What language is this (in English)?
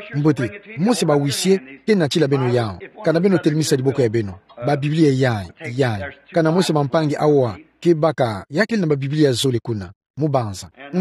Kituba (Democratic Republic of Congo)